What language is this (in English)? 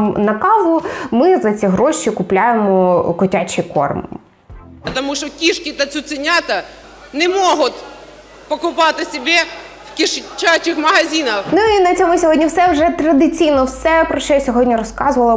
Ukrainian